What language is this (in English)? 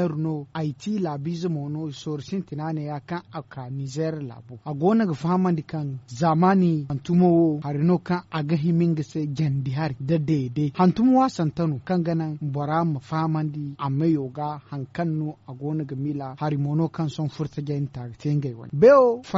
Zarma